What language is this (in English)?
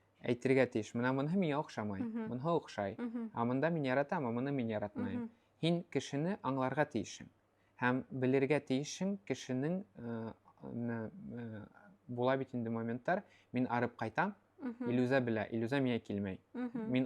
Bashkir